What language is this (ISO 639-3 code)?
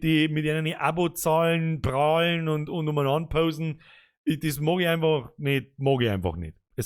bar